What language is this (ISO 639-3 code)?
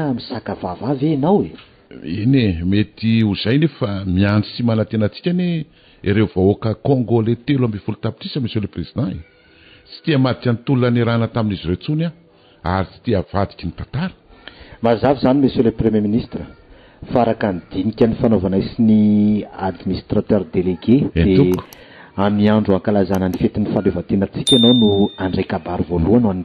mlg